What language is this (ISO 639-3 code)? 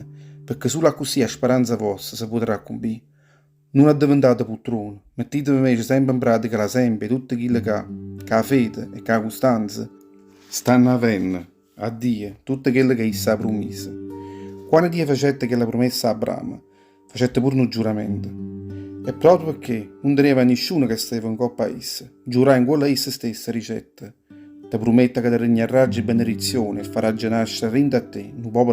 nap